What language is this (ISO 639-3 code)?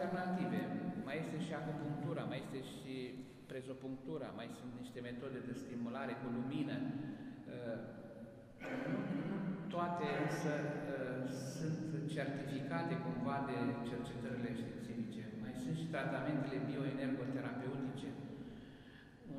ron